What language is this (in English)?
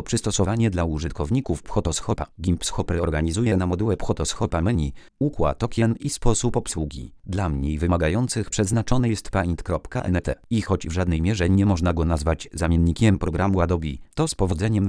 Polish